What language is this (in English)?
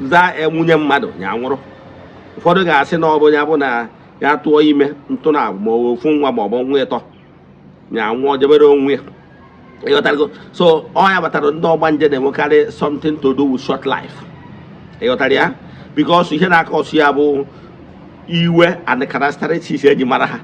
Igbo